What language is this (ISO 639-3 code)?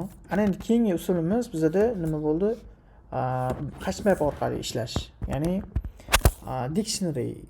uzb